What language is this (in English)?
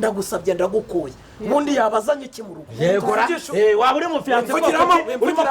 Kinyarwanda